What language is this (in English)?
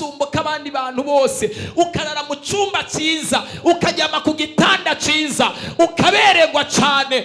Rundi